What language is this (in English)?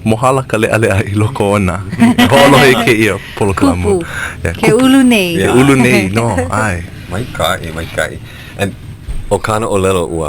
Hawaiian